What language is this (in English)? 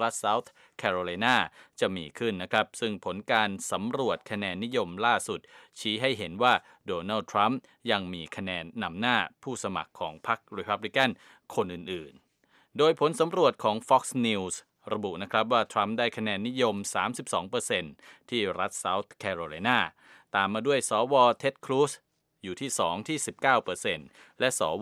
Thai